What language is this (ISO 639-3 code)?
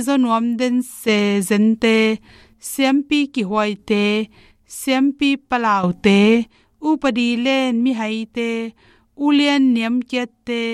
ctd